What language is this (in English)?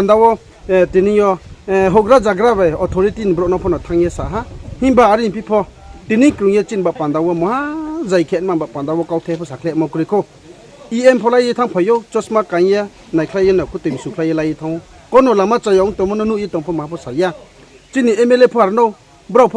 Riang (India)